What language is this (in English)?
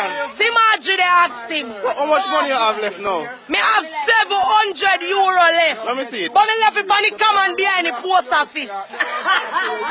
Jamaican Creole English